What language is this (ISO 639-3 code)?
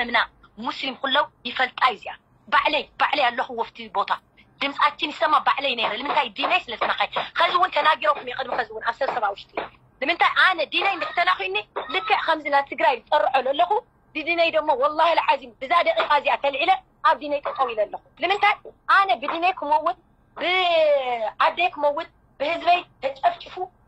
tir